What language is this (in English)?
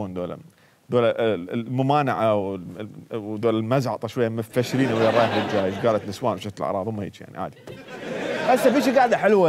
Mesopotamian Arabic